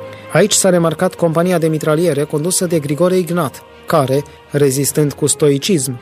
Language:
Romanian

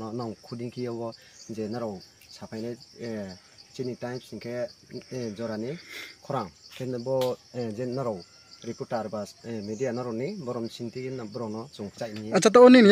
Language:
Riang (India)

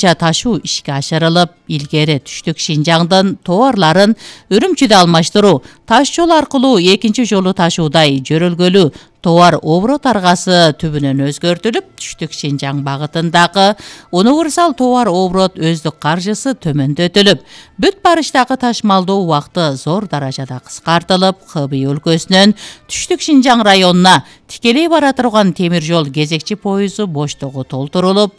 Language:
Kyrgyz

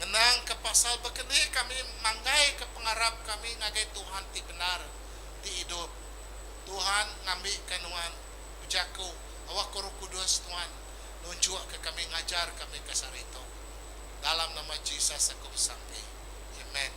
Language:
Iban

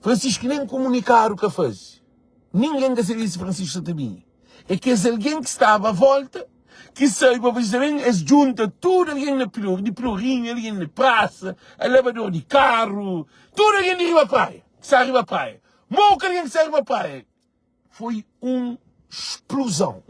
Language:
Kabuverdianu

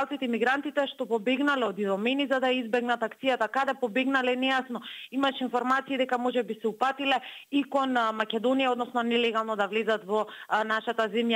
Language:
Macedonian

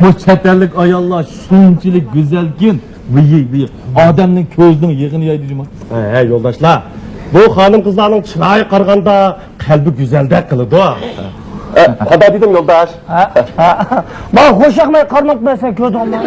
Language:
Uyghur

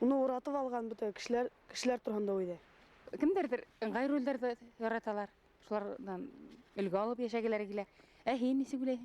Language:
Bashkir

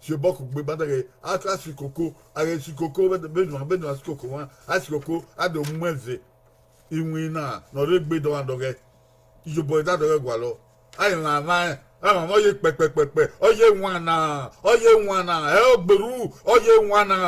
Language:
Bini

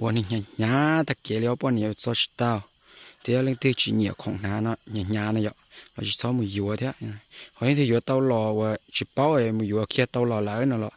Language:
Hmong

